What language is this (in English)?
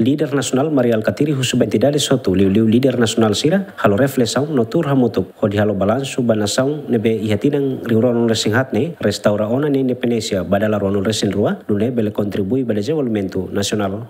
Tetum